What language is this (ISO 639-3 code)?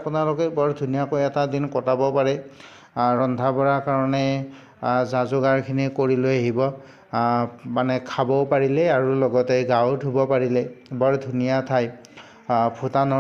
asm